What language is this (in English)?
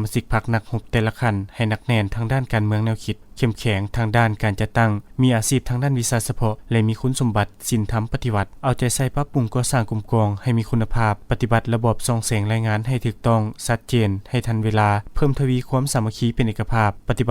Lao